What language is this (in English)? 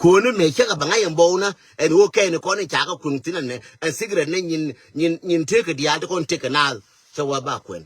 Nuer